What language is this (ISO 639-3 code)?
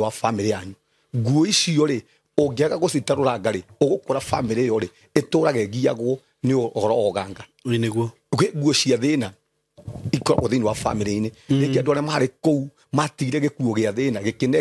kik